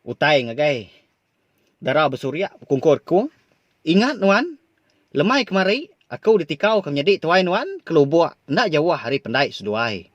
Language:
Iban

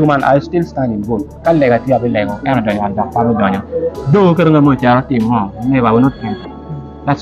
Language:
Acoli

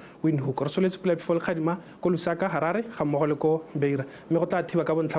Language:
Tswana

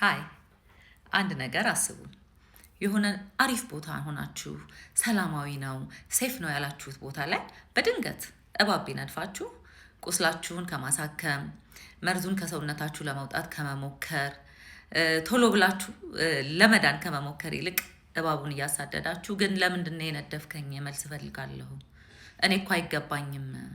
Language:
Amharic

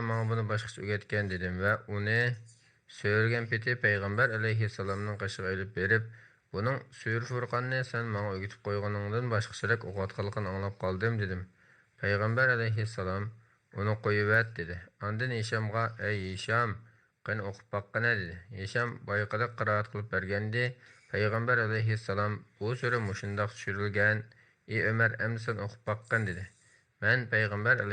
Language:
Uyghur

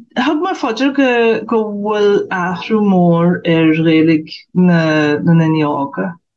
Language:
Irish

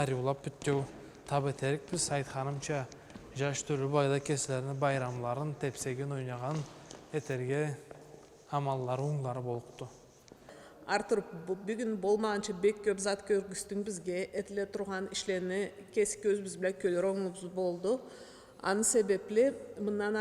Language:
Karachay-Balkar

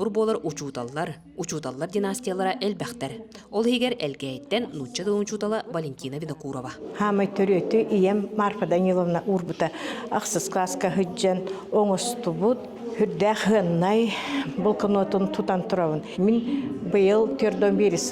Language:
Yakut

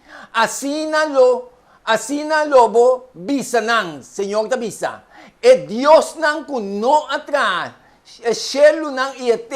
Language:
Papiamento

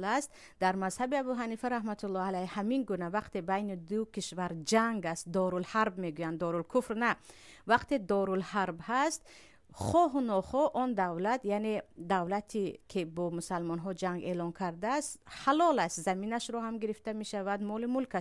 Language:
Tajik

